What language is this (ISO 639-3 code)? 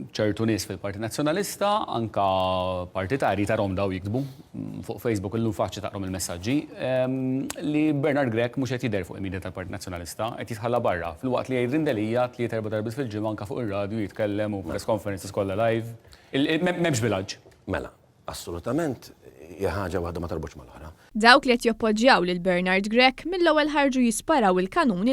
mlt